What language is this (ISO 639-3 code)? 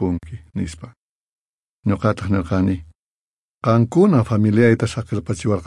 quh